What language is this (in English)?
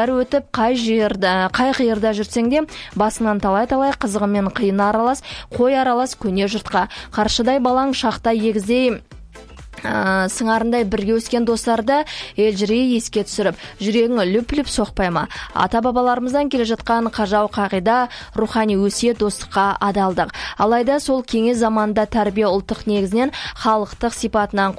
Kazakh